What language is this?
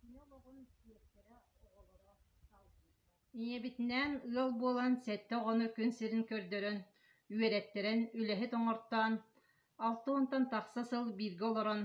Yakut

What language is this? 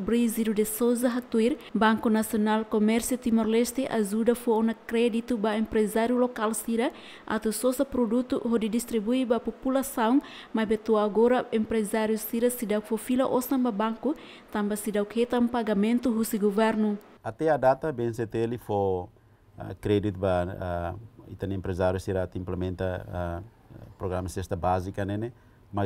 Tetum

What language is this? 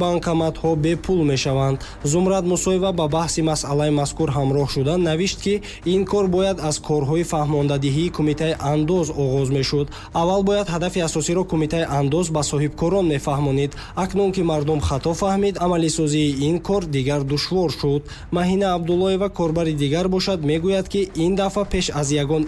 Tajik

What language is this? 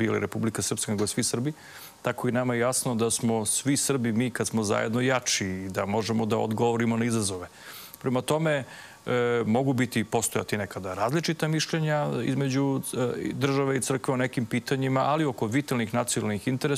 Serbian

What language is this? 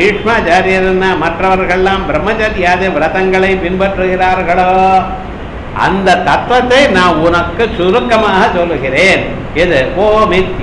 Tamil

